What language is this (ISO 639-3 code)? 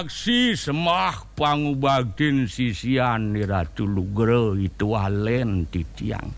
ban